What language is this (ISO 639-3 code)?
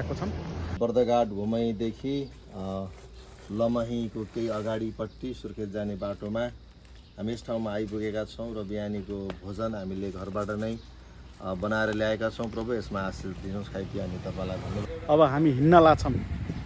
nep